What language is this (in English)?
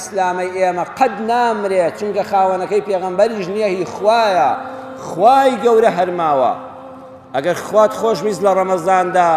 Central Kurdish